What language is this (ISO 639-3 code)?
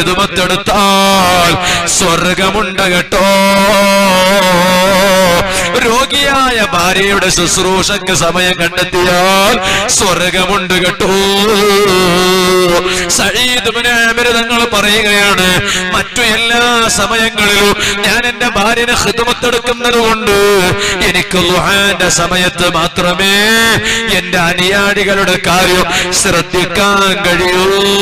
mal